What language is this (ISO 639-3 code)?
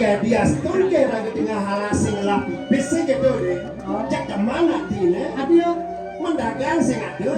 ban